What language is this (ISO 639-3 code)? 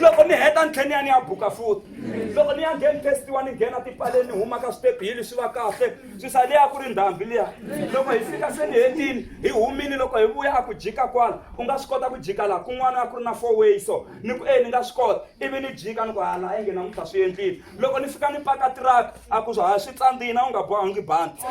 tso